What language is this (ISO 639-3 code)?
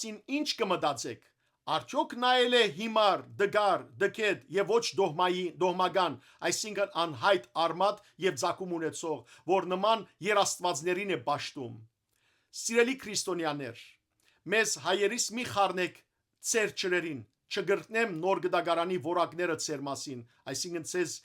hyw